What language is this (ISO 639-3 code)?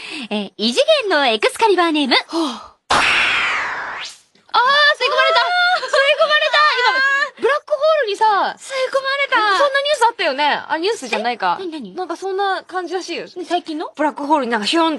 jpn